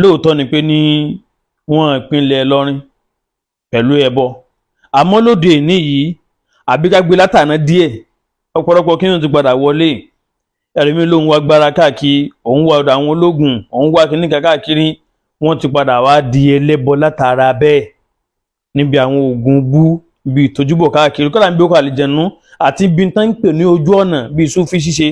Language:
Yoruba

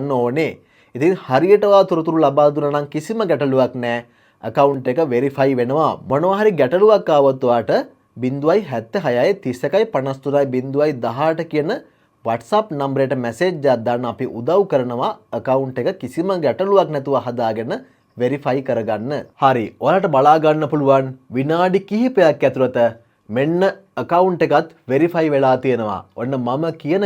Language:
Sinhala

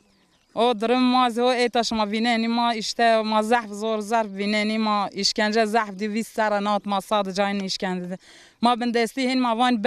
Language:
Zaza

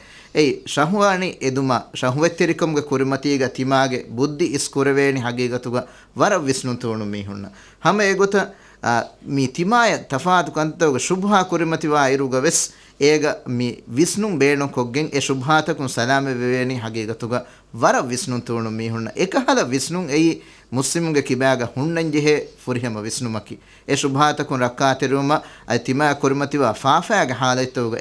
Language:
Divehi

